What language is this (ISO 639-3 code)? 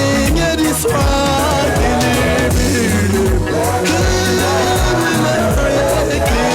sot